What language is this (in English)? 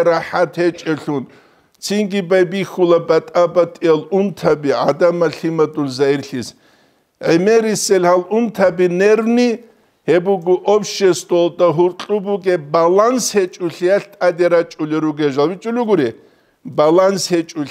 Avaric